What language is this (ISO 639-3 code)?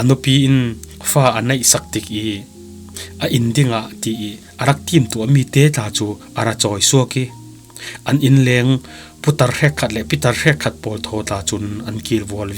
cfm